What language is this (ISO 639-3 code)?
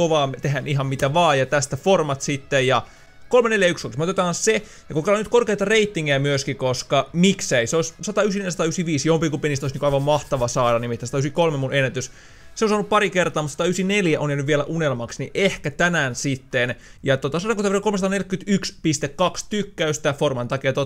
fin